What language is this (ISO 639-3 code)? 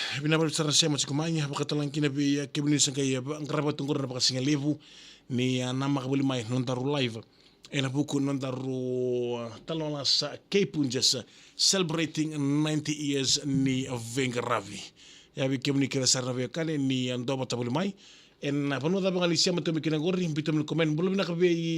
fij